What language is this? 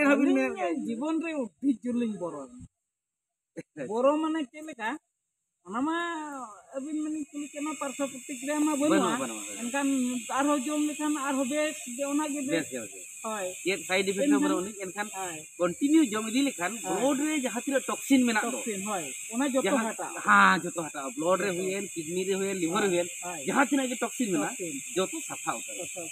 Santali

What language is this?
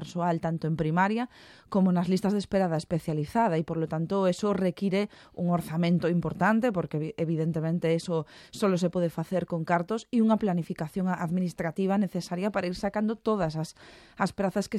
Galician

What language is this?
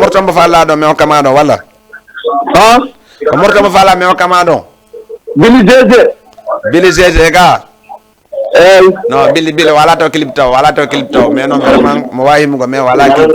Fula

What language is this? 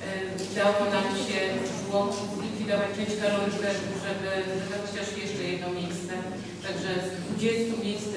Polish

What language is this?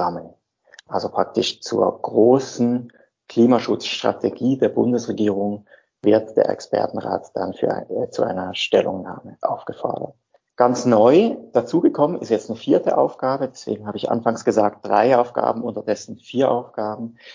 German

